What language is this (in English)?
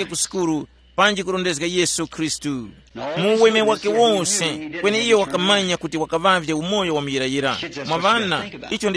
Tumbuka